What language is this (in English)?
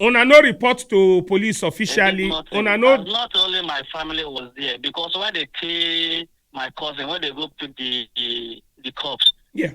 Nigerian Pidgin